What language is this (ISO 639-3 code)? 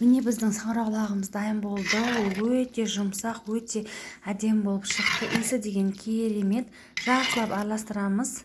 kaz